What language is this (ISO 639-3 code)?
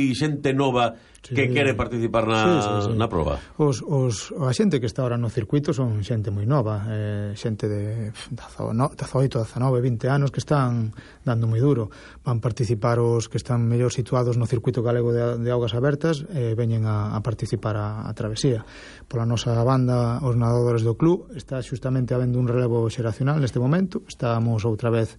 glg